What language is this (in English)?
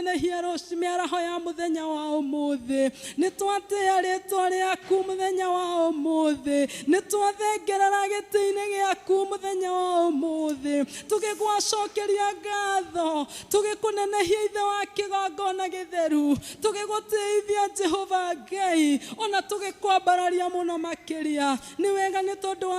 Kikuyu